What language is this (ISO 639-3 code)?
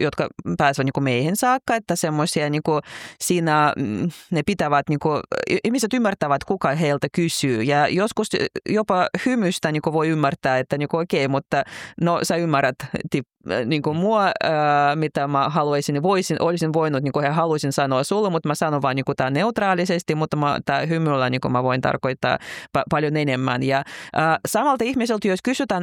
fin